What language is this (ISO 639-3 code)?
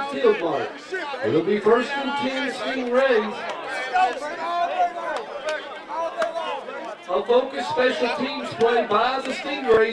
eng